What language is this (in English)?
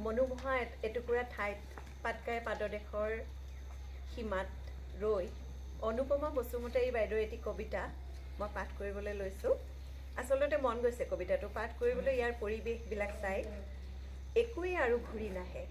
Assamese